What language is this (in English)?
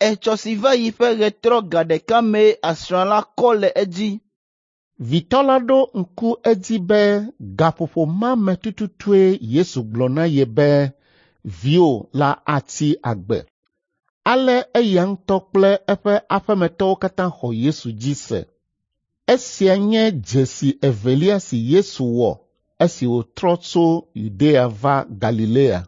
Ewe